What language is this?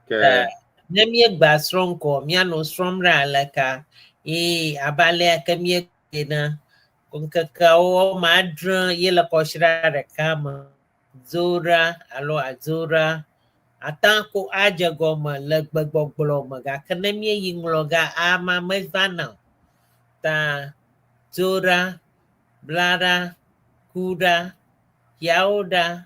Ewe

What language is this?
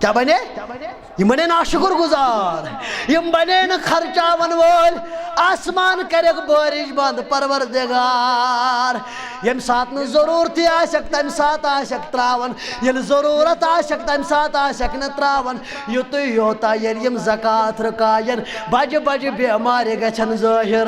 Kashmiri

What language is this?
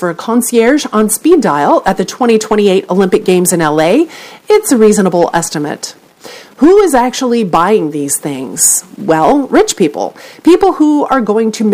English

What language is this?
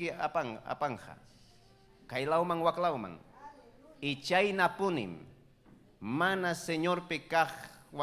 Ayacucho Quechua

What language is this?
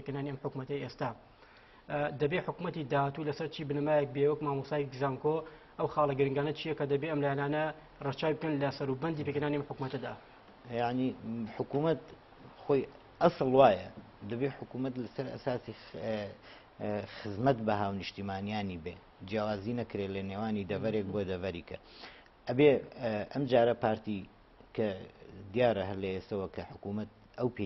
Central Kurdish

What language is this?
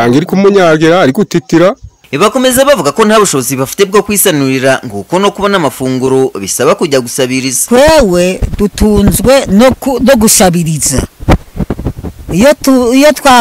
Kinyarwanda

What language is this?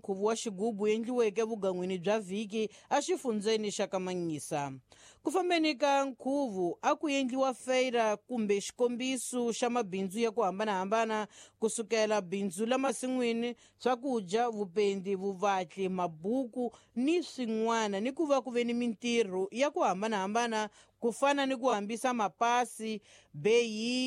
Tsonga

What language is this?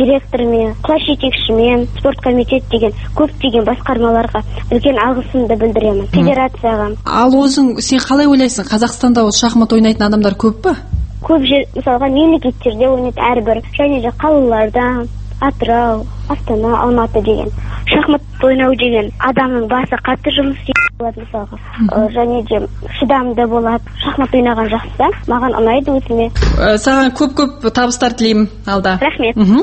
Kazakh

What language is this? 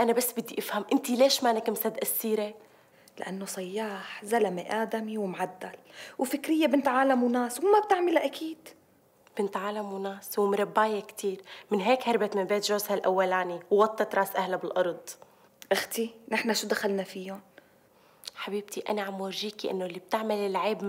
North Levantine Arabic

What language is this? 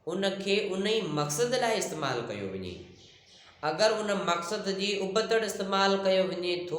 Sindhi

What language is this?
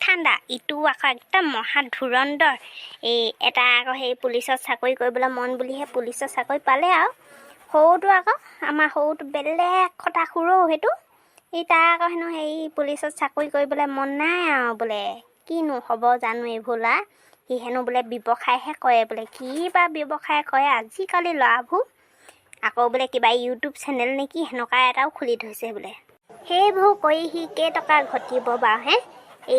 Assamese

